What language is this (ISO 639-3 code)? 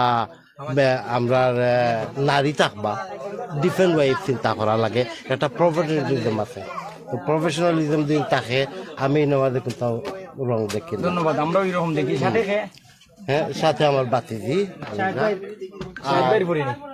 syl